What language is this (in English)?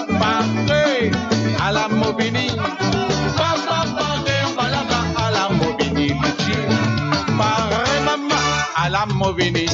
Morisyen